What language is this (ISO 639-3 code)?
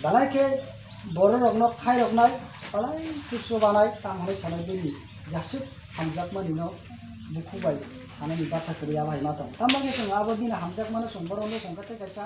trp